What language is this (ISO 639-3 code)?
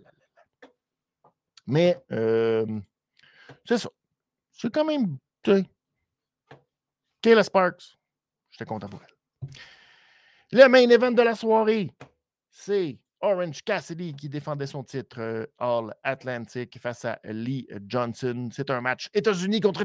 fra